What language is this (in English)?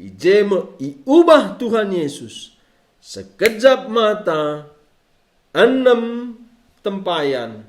Batak Karo